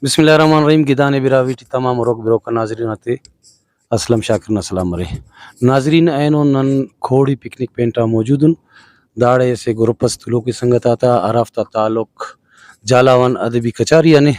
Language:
Brahui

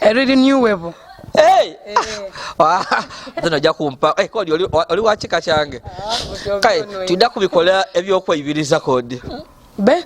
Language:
Ganda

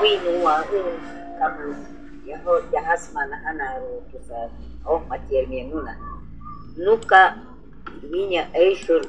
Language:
Shuar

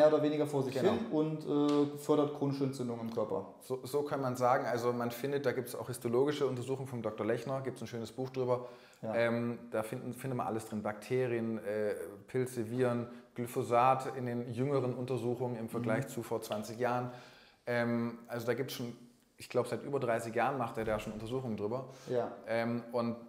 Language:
German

